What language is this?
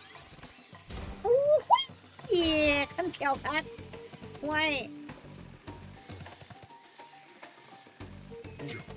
Thai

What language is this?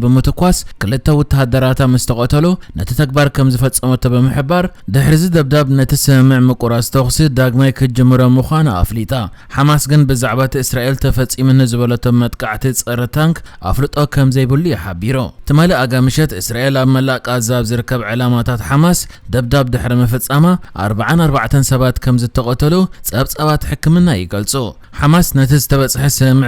Tigrinya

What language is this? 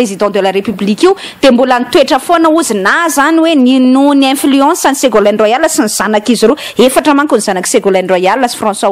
Malagasy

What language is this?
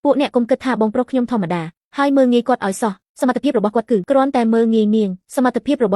Khmer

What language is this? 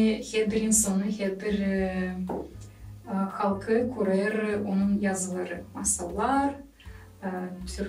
Gagauz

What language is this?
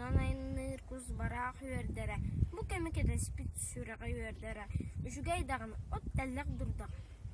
Yakut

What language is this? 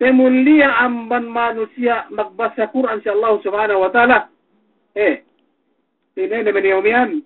Yakan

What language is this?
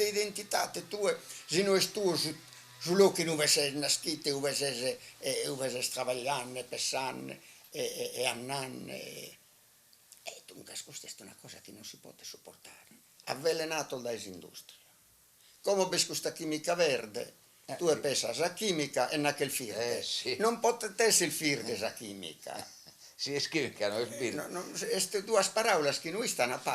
Sardinian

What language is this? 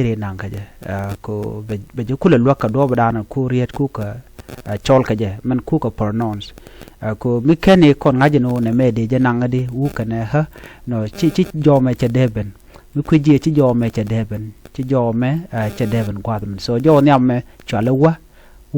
Nuer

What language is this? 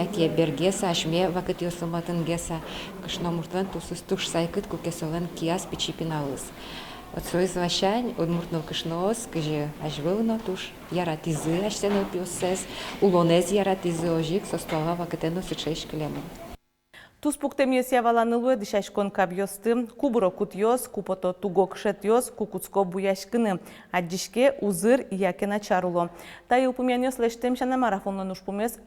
Udmurt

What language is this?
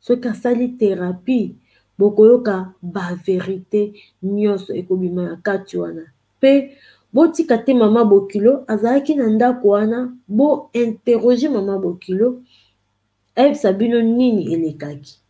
Lingala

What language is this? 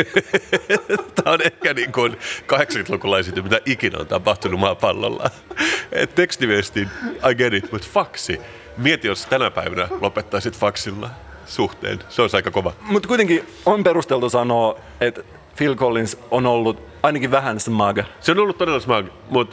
Finnish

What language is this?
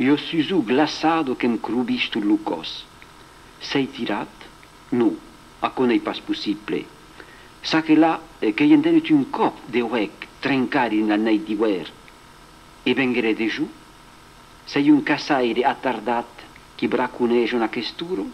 Occitan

